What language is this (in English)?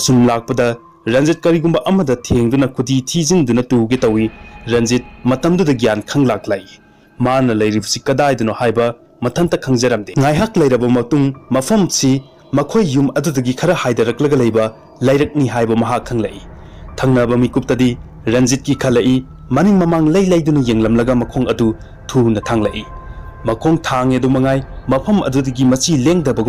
Manipuri